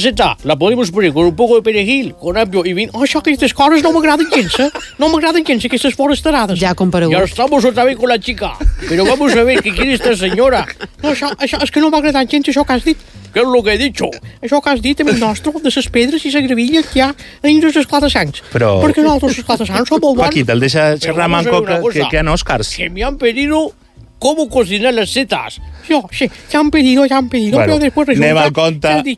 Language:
Catalan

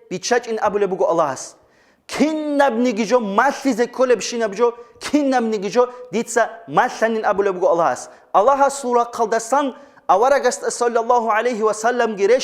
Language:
Avaric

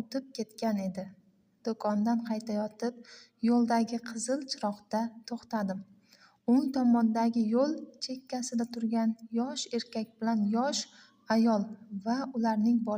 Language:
Uzbek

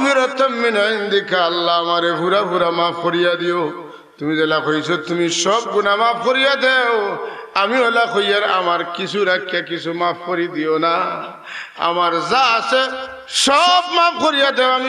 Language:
Sylheti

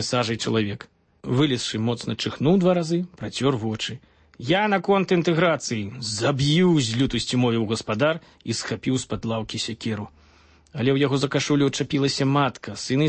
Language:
Belarusian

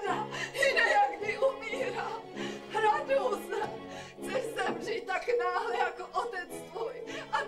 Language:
Czech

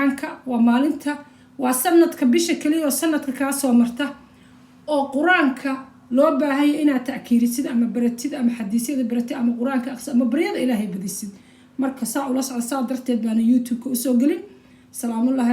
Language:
Somali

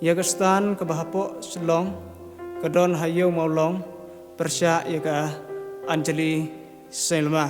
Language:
Khasi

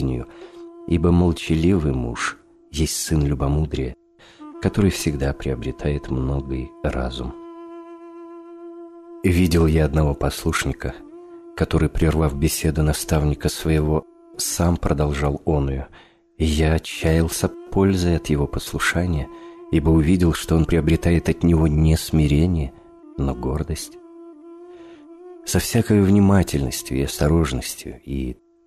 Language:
Russian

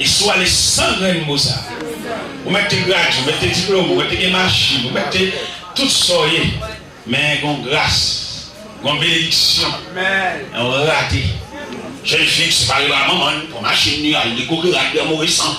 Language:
Haitian Creole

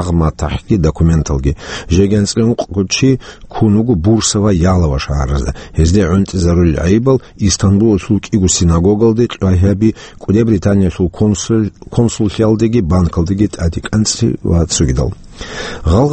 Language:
Avaric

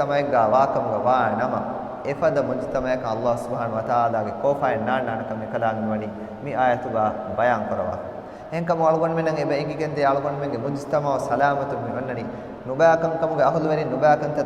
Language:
Divehi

